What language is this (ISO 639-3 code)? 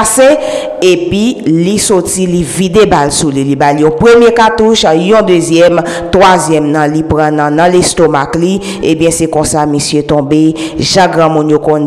hat